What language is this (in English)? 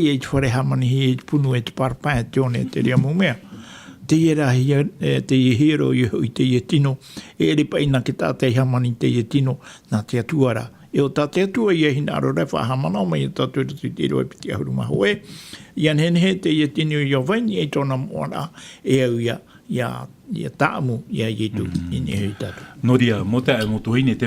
Tahitian